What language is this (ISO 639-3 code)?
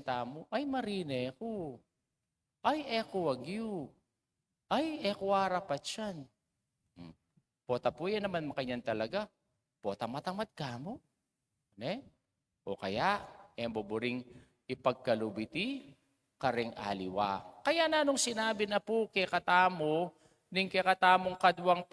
pam